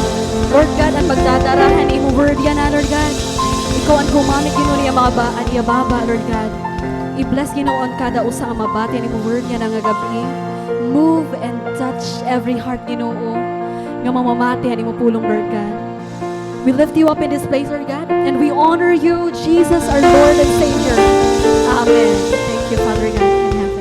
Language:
Waray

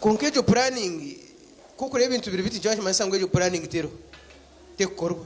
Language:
Nyankole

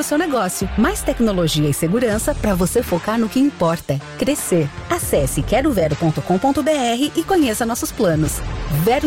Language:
Portuguese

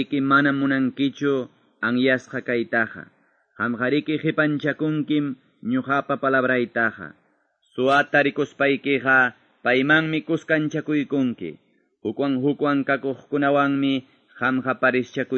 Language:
Quechua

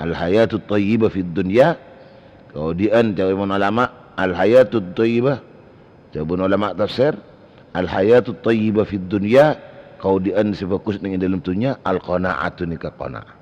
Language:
Madurese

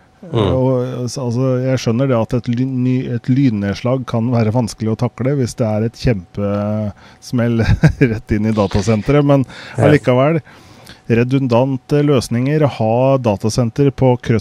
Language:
Norwegian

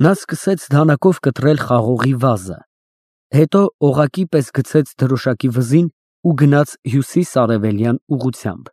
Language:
Armenian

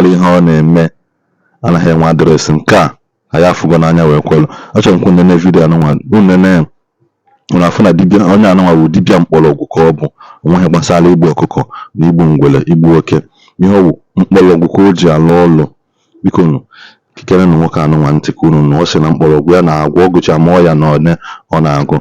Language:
Igbo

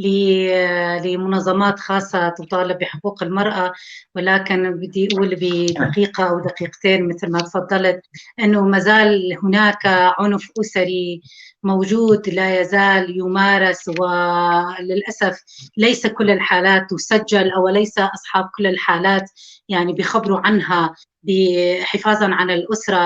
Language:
North Levantine Arabic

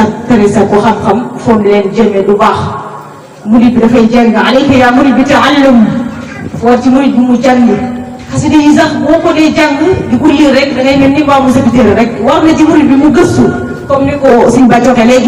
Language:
Wolof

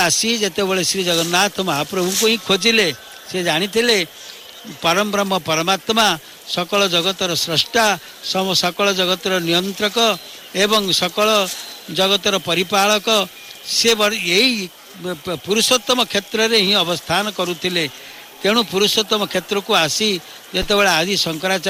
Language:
Odia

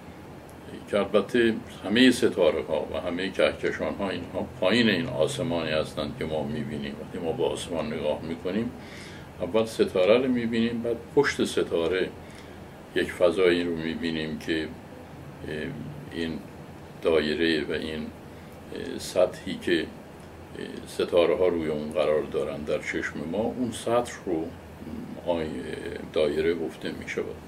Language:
Persian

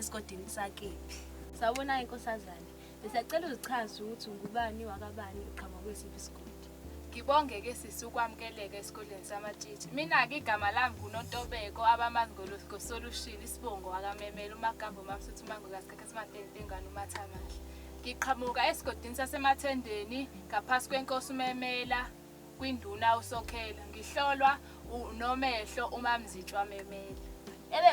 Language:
Zulu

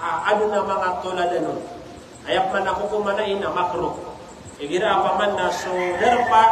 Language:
Maranao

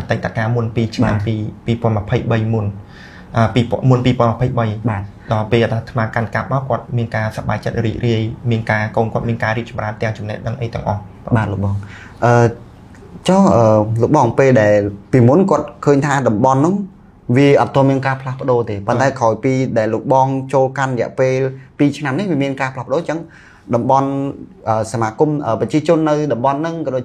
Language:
Khmer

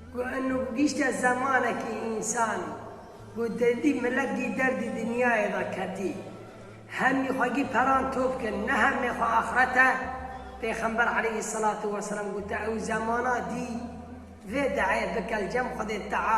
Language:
Kurdish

